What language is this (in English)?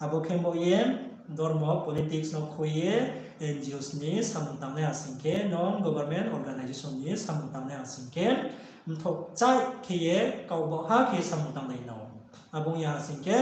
Riang (India)